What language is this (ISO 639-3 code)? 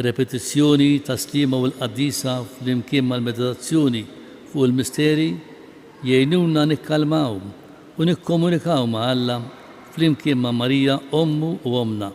mlt